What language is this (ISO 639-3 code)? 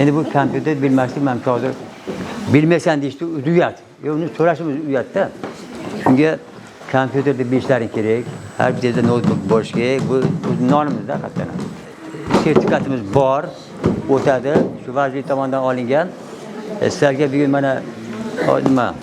uzb